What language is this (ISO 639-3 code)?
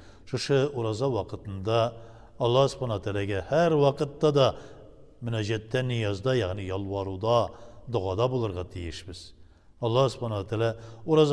tat